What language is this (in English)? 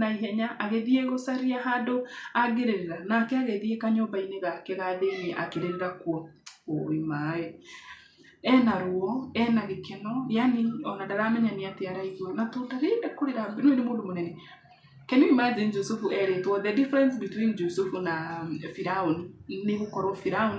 Kikuyu